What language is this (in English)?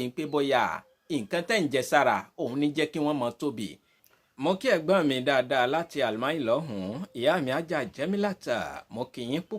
Yoruba